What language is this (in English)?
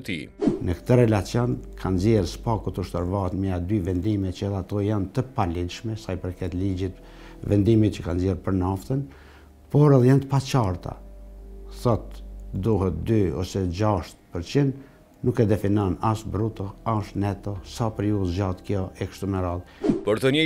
Albanian